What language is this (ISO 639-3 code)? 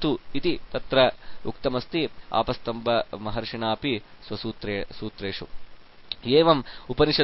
san